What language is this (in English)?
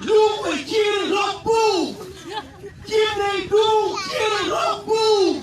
Acoli